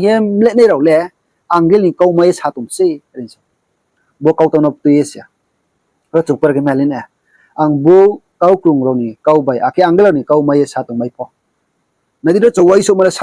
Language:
Riang (India)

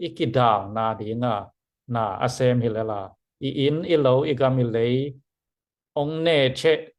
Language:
Tedim Chin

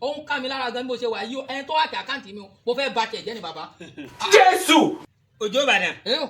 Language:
Yoruba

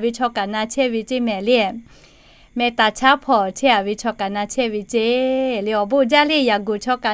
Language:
Lahu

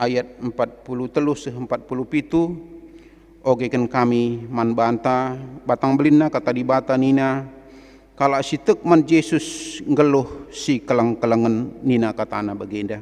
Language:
Batak Karo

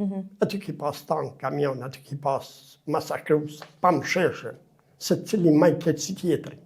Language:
Albanian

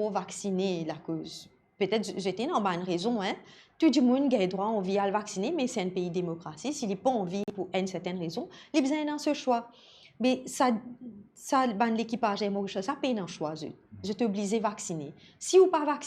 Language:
Morisyen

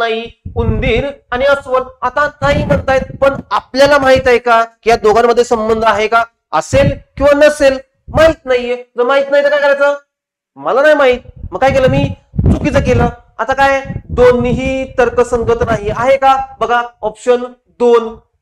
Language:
Marathi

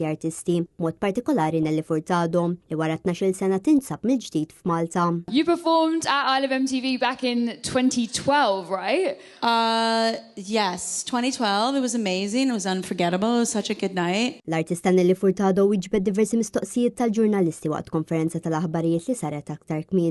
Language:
Maltese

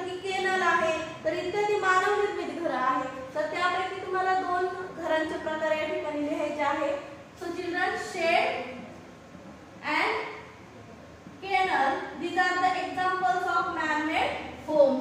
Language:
Marathi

